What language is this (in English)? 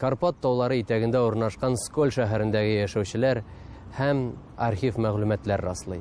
Tatar